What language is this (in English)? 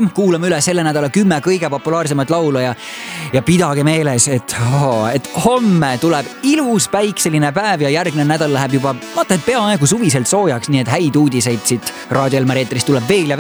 Estonian